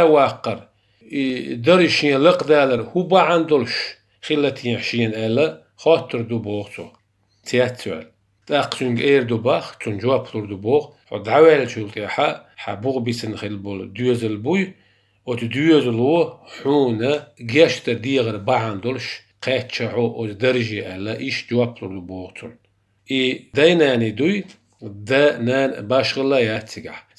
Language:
Chechen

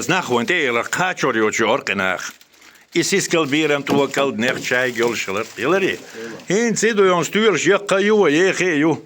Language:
Chechen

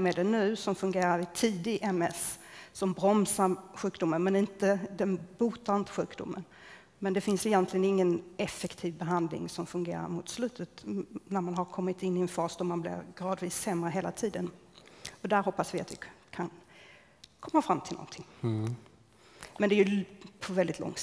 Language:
Swedish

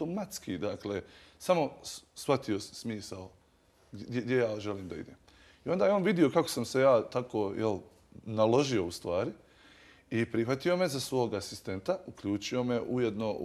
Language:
Bosnian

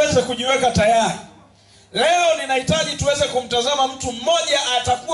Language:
Swahili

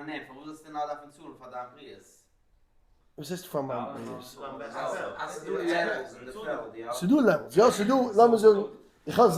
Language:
Yiddish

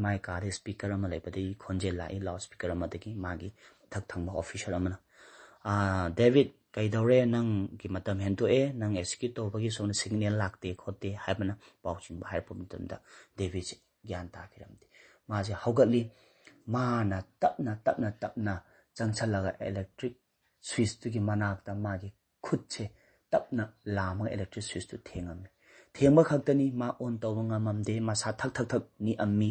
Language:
Manipuri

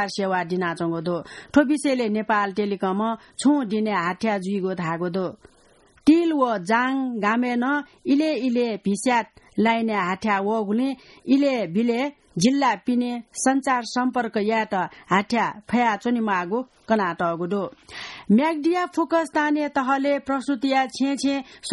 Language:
Newari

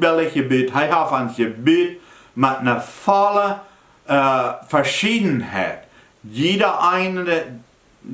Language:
Plautdietsch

